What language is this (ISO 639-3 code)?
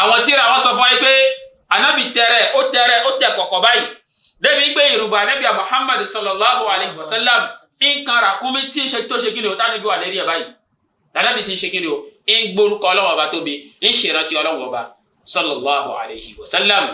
yor